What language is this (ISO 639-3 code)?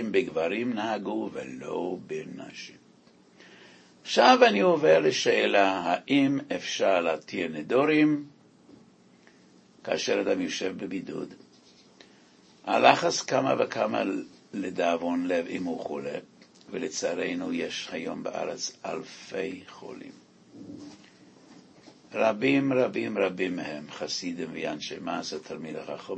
heb